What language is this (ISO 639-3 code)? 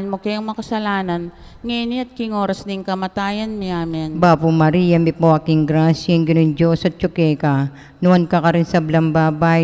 pam